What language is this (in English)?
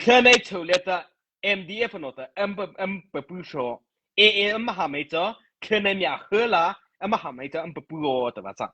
Mara Chin